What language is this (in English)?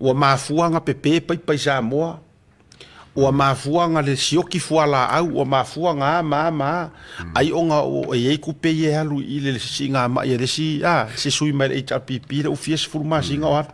Samoan